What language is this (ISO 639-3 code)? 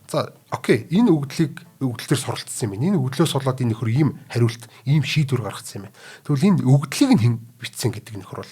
mon